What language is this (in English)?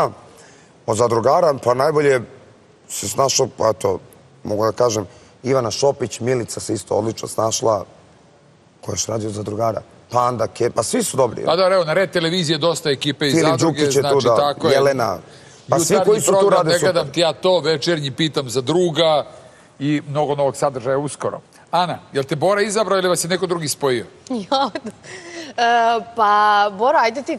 Serbian